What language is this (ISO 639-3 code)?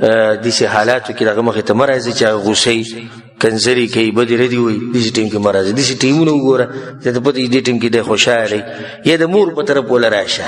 pus